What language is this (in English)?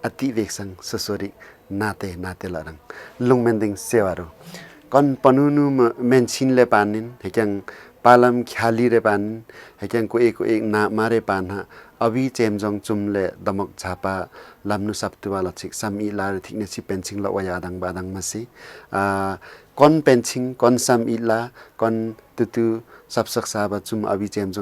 Limbu